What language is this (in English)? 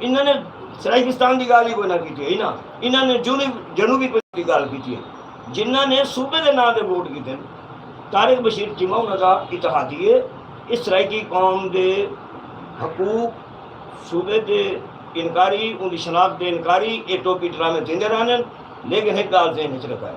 Saraiki